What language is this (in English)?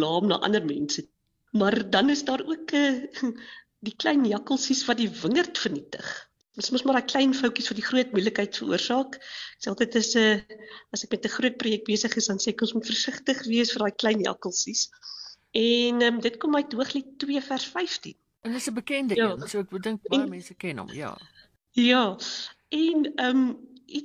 Afrikaans